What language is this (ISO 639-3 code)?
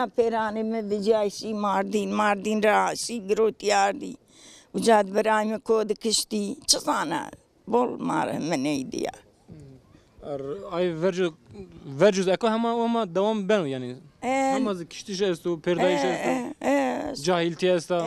zza